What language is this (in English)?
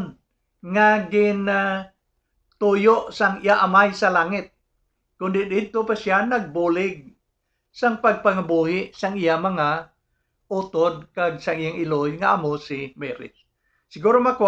Hiligaynon